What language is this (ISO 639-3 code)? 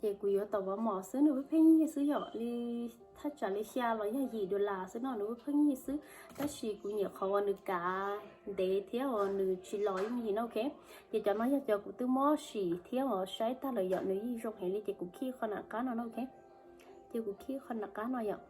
hmn